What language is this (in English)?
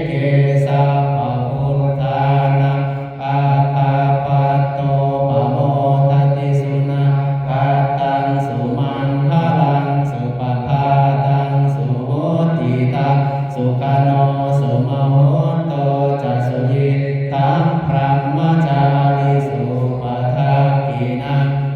Pali